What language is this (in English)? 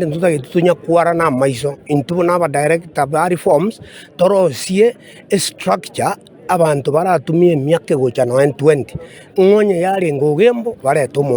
Gusii